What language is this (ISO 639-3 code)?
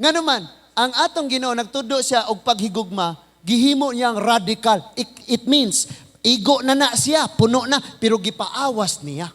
ceb